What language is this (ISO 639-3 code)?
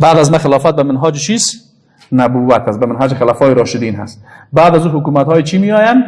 fas